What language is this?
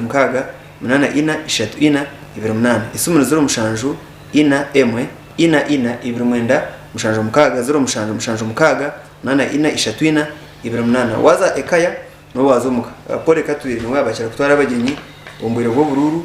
Nyankole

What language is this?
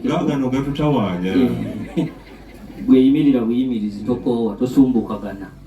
Ganda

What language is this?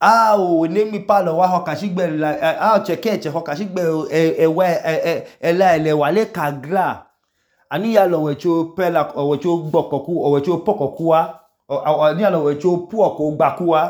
Idoma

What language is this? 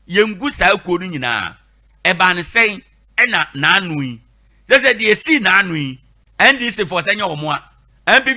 Akan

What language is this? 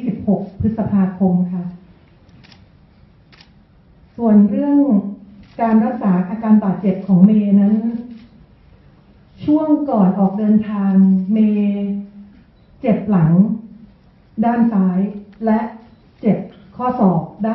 Thai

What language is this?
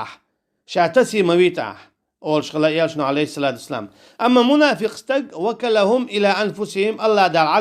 Chechen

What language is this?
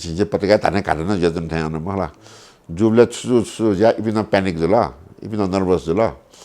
Newari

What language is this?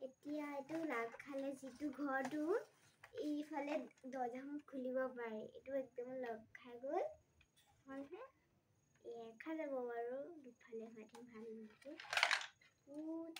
Assamese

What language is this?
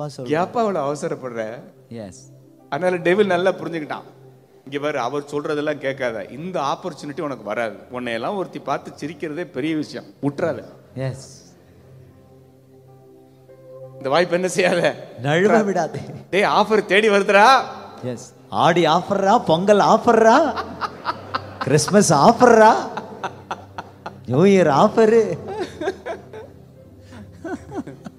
Tamil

